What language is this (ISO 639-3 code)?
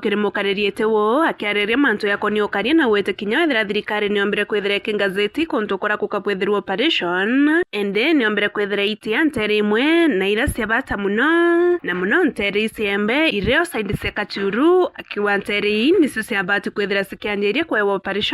mer